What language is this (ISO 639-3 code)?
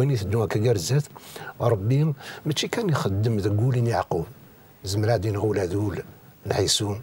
kab